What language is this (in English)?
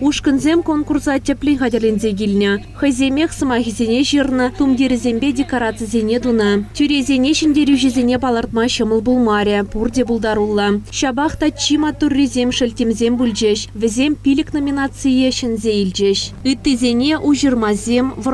Chuvash